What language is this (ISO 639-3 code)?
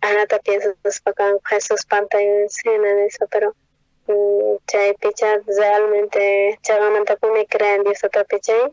quh